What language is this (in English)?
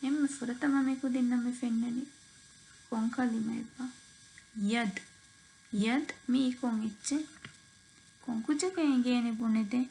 Divehi